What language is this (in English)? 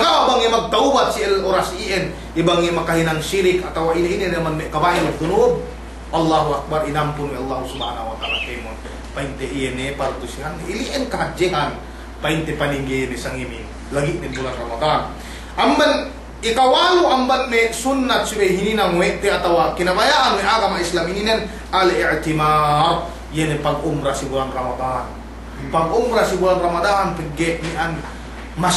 Yakan